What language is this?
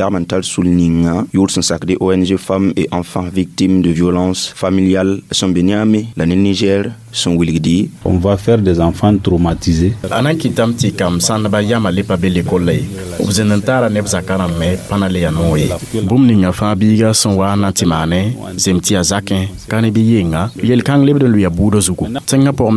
Mossi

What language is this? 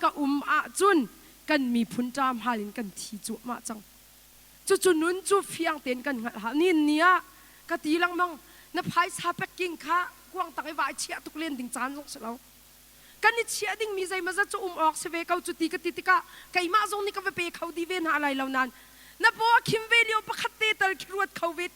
Hakha Chin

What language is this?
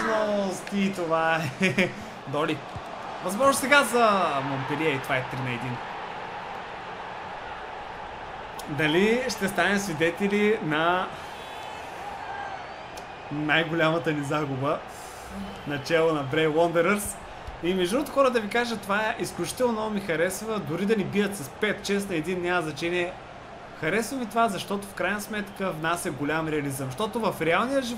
Bulgarian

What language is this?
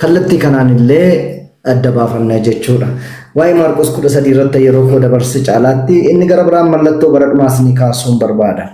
Oromo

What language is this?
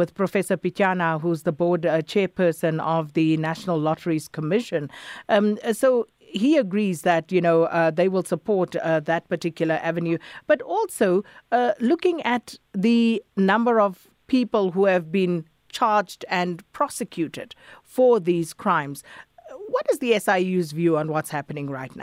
English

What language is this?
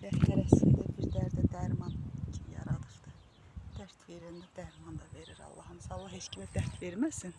Azerbaijani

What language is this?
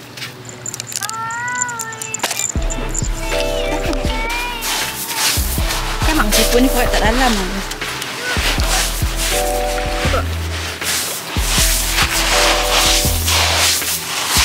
Malay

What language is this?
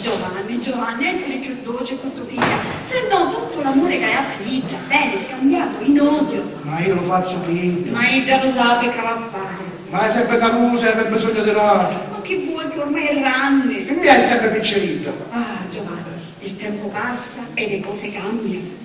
Sicilian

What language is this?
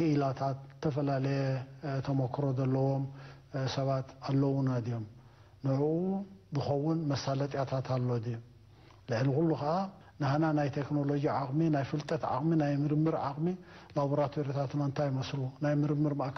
Tigrinya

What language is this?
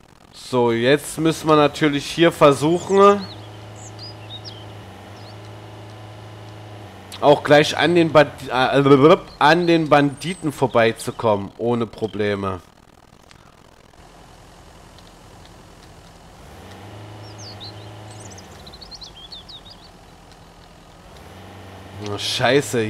German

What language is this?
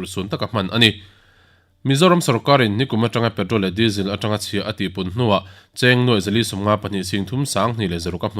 Mizo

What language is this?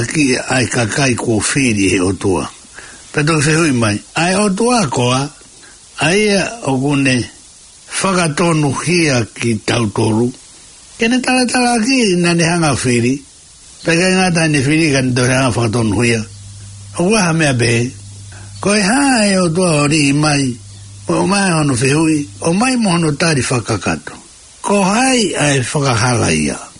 Tongan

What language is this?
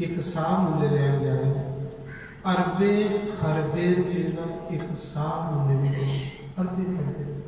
Dogri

